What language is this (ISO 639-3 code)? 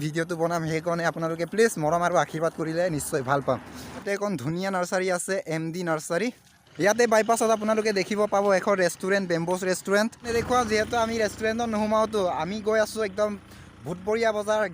asm